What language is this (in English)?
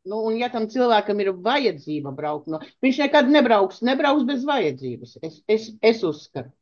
Latvian